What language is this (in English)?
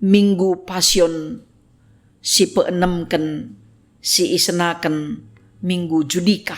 Batak Karo